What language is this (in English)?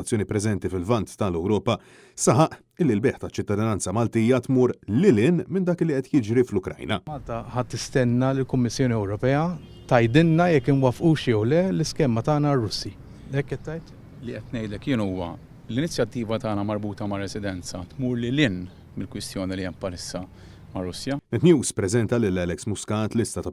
Maltese